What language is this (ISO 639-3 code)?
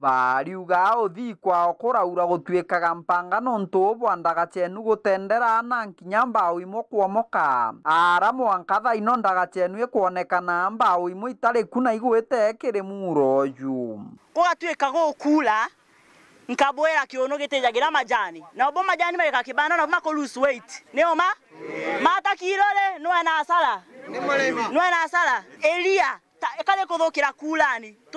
mer